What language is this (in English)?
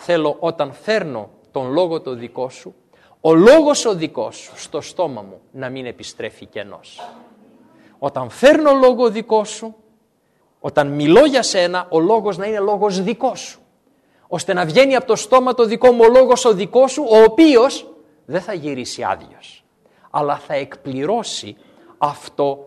Greek